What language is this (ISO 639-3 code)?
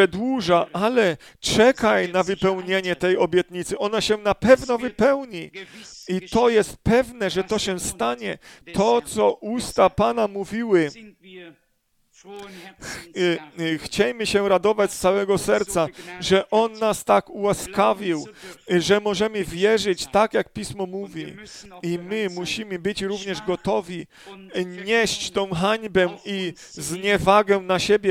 pol